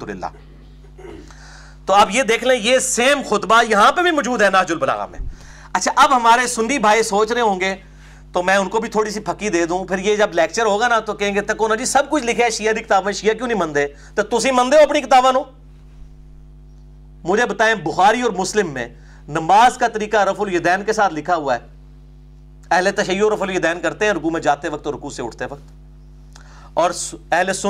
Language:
Urdu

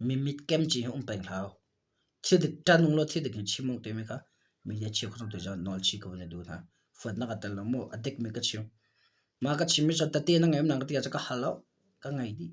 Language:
Hakha Chin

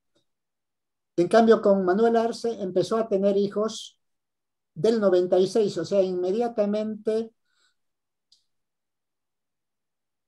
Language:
Spanish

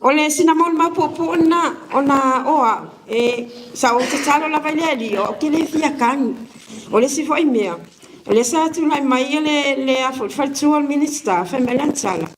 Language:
Samoan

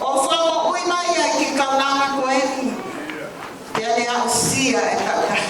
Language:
Tongan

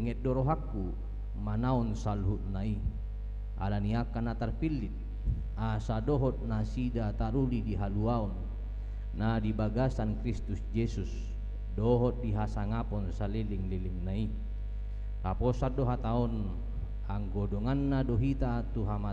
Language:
Batak Toba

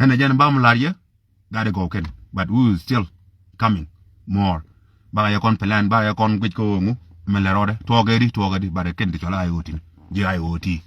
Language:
Nuer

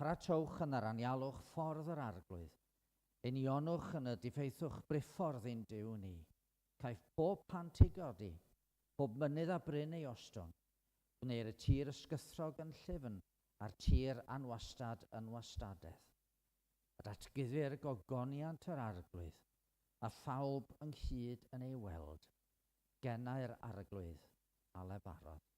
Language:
Welsh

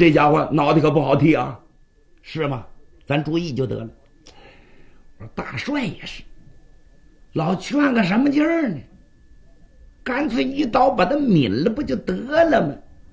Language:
Chinese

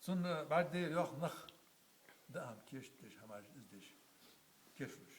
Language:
Ingush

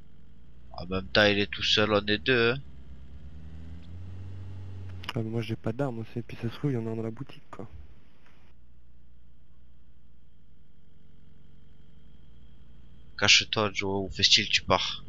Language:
French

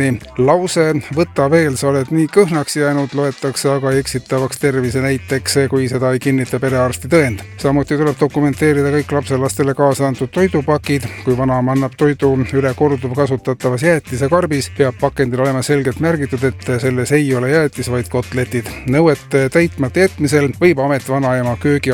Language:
Estonian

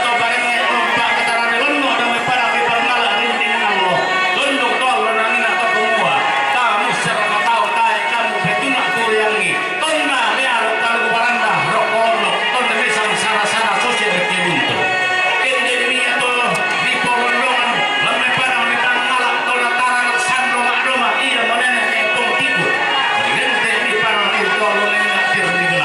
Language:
Toraja-Sa'dan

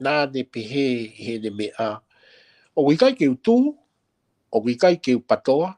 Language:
Tongan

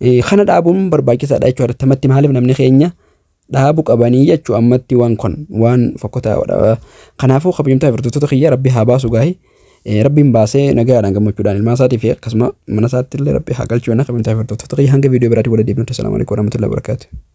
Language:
Oromo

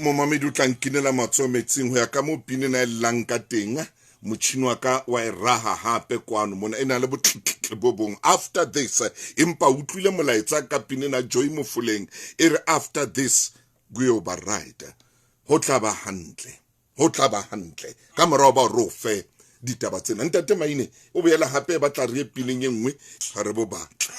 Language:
Southern Sotho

